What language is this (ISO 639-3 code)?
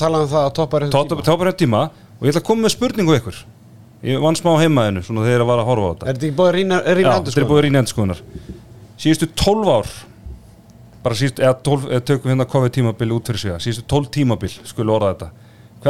isl